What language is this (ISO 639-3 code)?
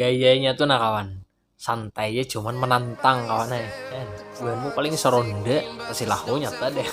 bjn